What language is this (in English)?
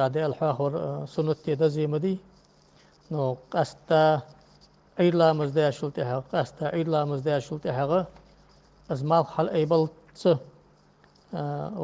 Ingush